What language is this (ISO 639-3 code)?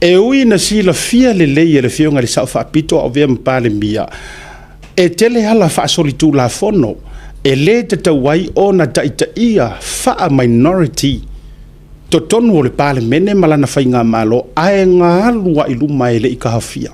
smo